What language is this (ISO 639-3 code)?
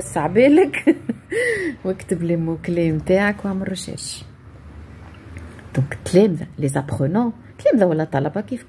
aeb